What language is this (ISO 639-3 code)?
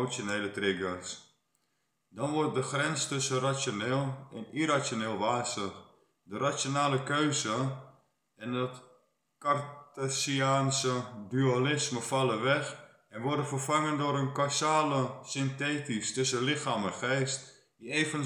nld